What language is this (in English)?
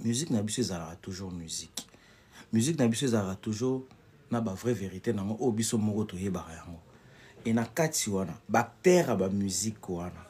Lingala